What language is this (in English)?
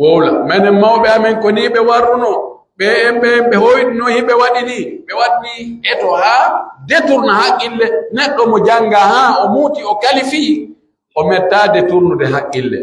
Pular